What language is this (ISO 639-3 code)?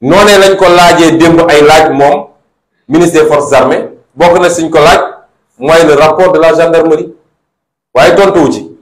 wol